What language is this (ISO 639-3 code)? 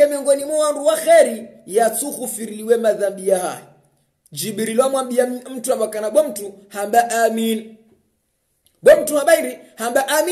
swa